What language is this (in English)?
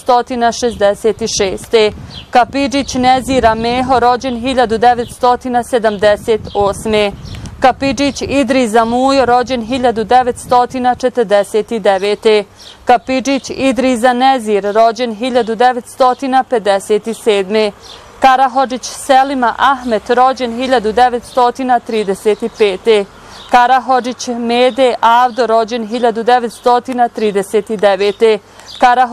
Bosnian